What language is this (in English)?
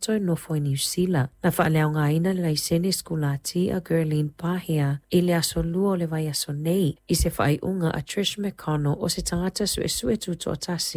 Samoan